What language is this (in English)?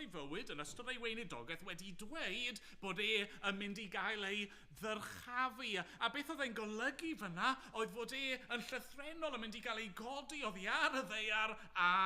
Welsh